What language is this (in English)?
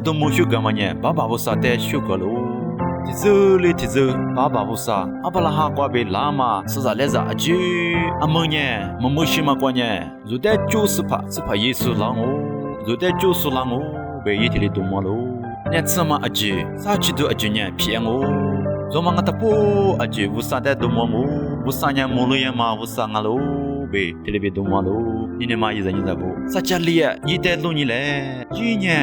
Lisu